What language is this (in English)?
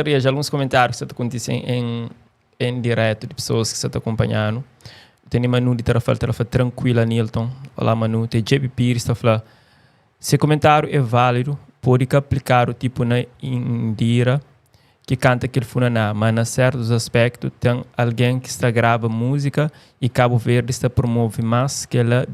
Kabuverdianu